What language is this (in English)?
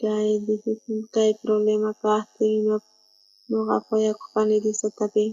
South Bolivian Quechua